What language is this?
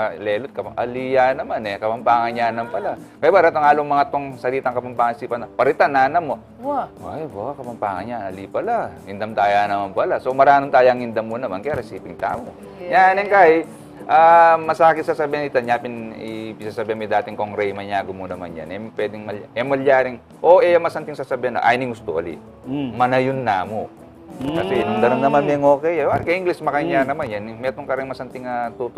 Pampanga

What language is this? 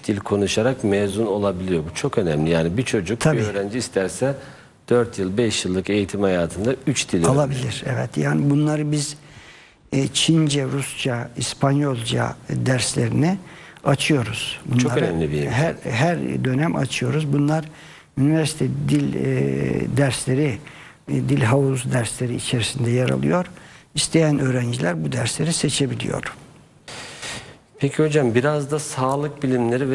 Turkish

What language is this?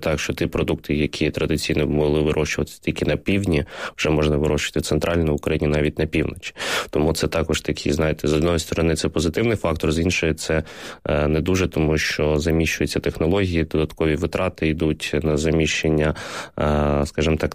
Ukrainian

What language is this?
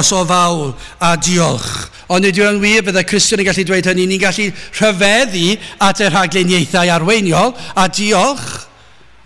Welsh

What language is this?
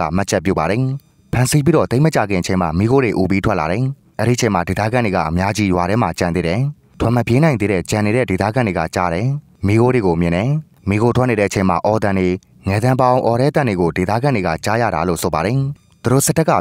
Burmese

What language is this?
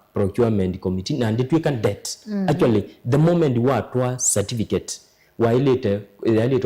Kamba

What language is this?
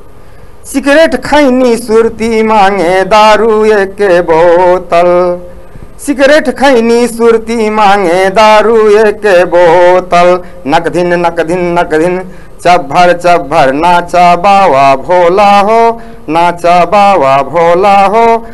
Bhojpuri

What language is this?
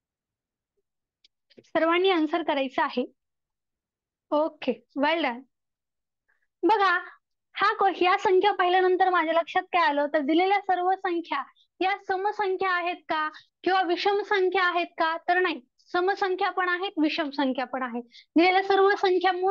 Marathi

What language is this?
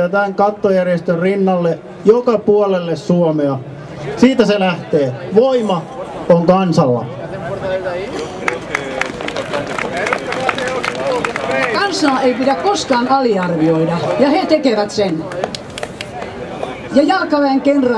Finnish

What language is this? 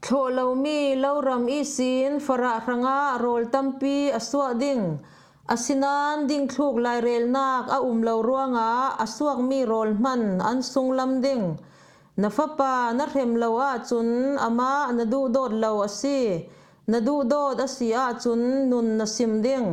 Falam Chin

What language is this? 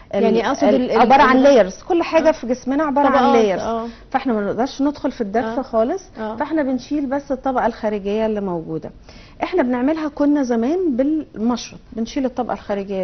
Egyptian Arabic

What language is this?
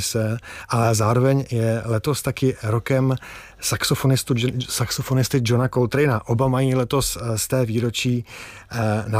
Czech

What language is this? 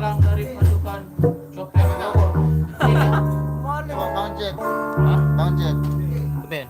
Sasak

